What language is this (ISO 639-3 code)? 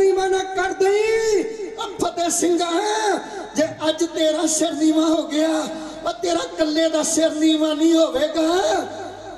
pan